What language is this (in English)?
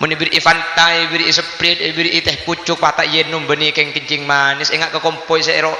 Madurese